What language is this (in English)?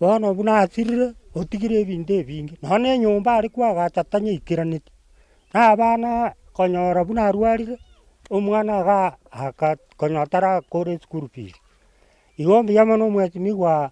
Gusii